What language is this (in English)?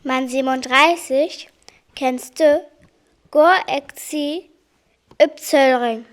Northern Frisian